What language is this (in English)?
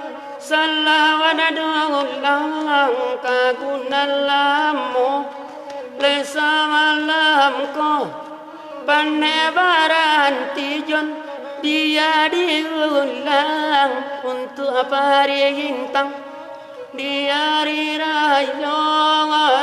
Minangkabau